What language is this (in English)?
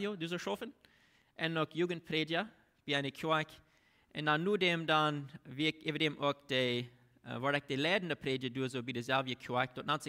Plautdietsch